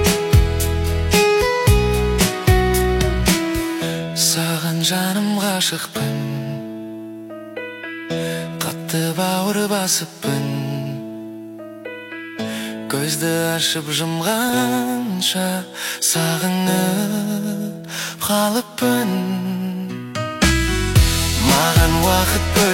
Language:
Kazakh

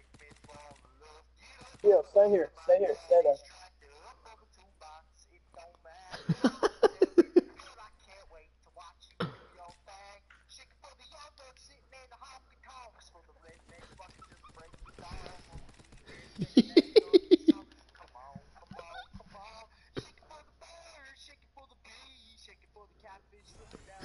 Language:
English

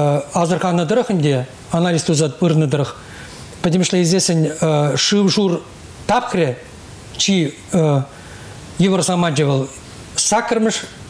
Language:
Chuvash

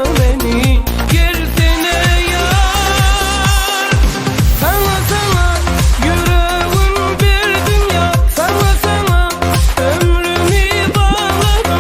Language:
Turkmen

